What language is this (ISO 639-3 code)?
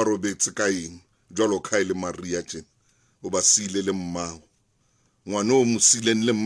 sot